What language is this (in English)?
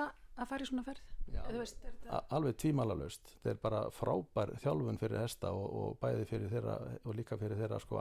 Icelandic